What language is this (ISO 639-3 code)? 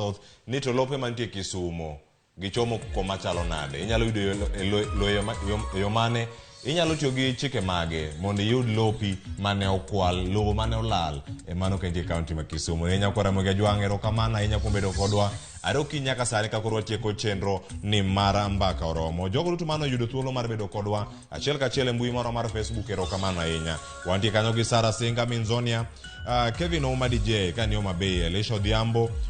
luo